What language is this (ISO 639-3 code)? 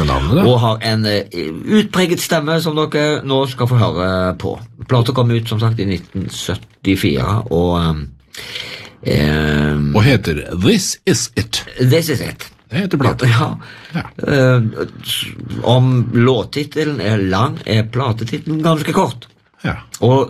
nor